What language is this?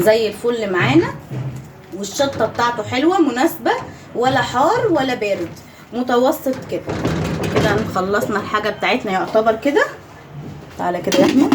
Egyptian Arabic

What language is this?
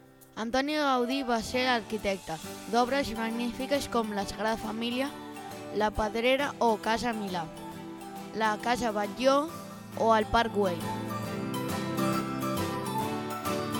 Catalan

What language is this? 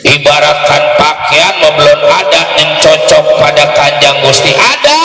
Betawi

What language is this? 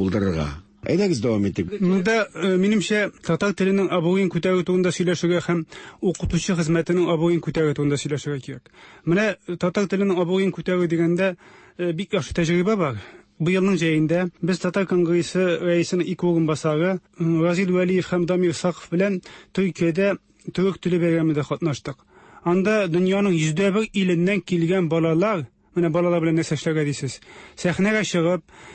Tatar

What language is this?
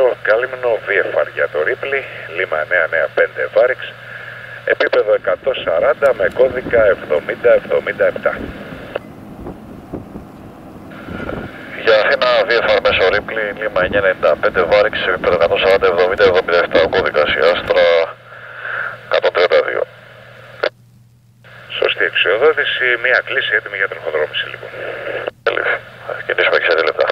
Greek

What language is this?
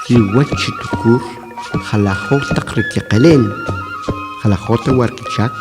Kʼicheʼ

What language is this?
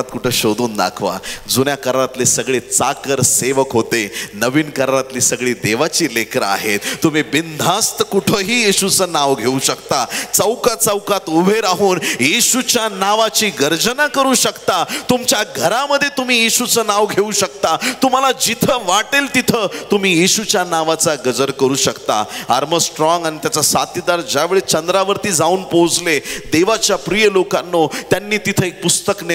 Marathi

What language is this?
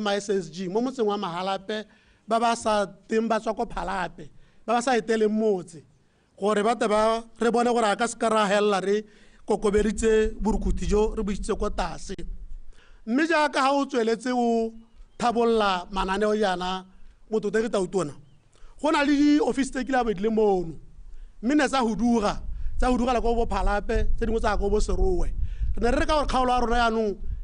Tswana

